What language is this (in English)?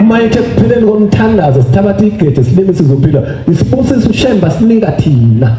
Zulu